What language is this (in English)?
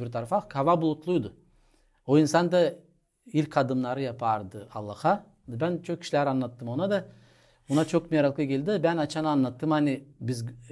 Gagauz